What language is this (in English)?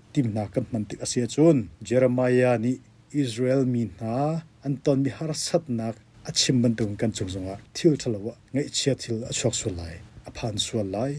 Hakha Chin